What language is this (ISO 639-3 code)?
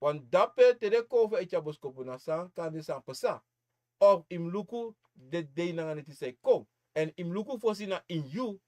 srn